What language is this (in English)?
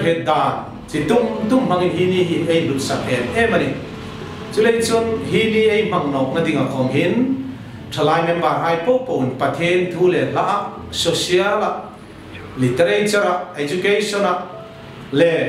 Hmar